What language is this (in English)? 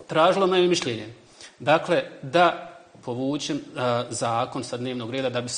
Bosnian